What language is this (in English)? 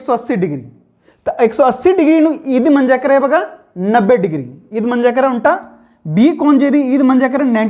Kurukh